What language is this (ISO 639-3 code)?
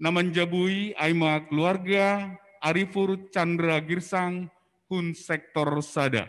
bts